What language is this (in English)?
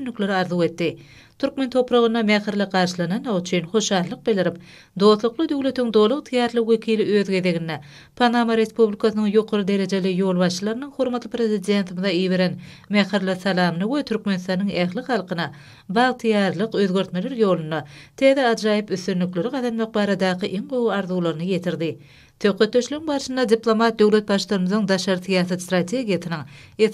Turkmen